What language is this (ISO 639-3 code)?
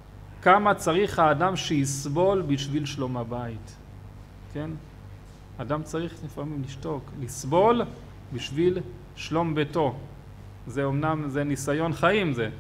heb